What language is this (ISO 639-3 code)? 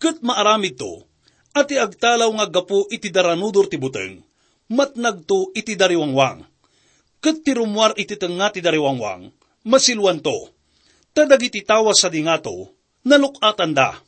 ilo